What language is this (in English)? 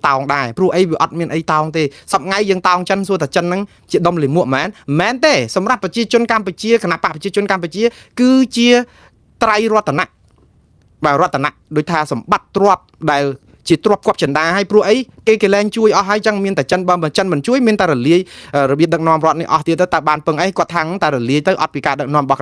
Khmer